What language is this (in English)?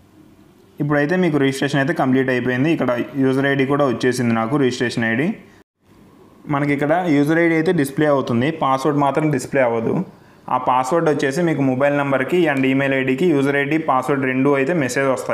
Telugu